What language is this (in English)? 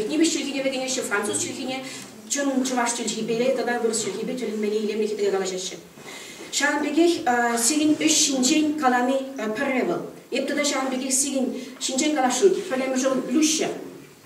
Chuvash